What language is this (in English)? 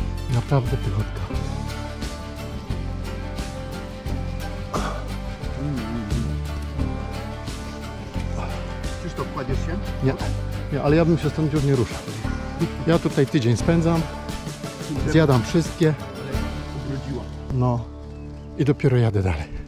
Polish